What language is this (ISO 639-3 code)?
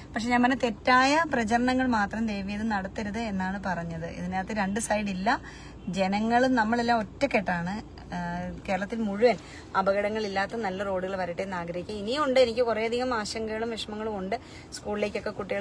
mal